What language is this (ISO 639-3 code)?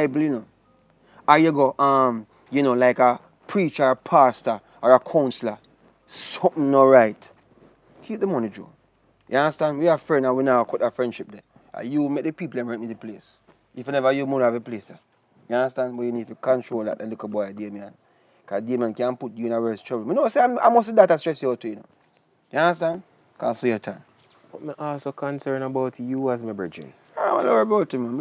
jam